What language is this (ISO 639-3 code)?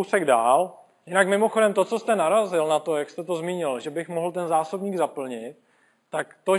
ces